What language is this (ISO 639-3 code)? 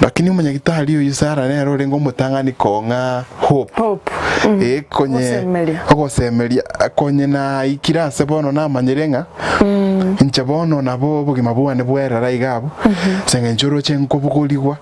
guz